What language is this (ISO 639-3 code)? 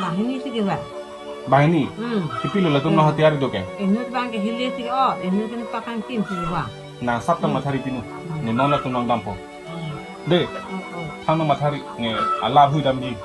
mjw